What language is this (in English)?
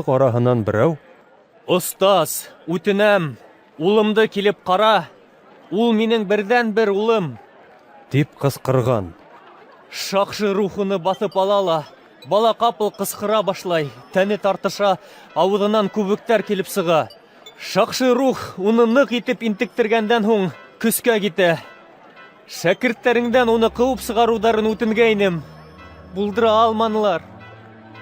Bashkir